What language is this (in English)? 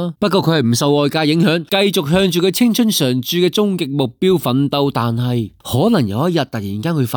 Cantonese